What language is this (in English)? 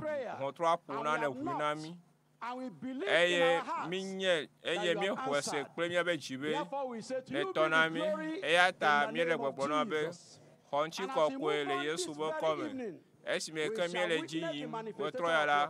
Ewe